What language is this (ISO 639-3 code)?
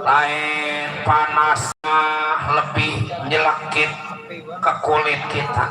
bew